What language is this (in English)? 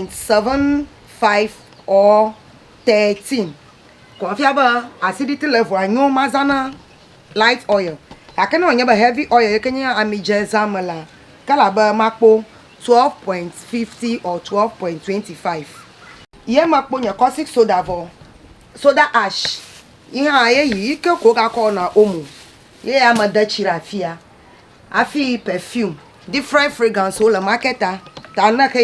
Ewe